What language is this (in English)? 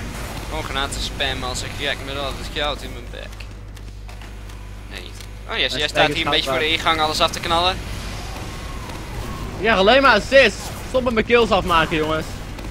Dutch